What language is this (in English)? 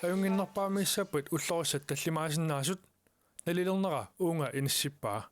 Kalaallisut